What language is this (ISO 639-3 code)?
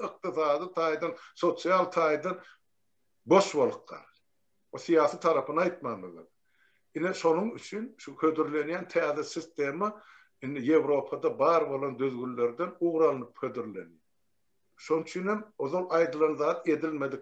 tuk